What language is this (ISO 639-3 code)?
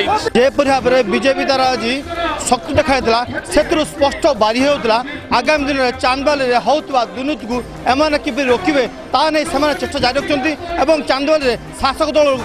ori